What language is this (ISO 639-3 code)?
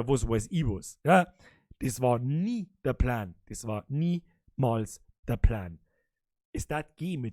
bar